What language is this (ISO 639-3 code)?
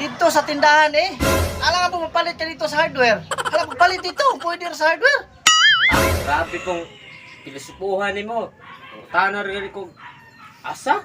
ceb